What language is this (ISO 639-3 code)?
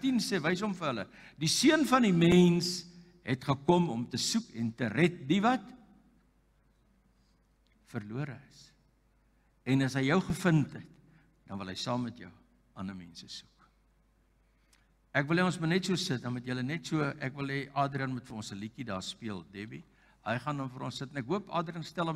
afr